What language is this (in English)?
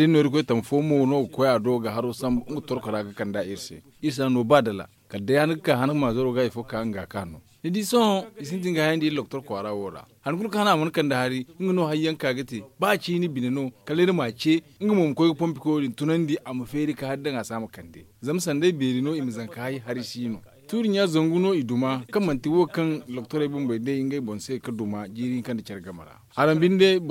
Zarma